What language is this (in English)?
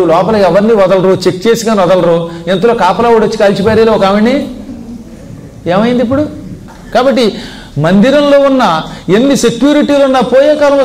Telugu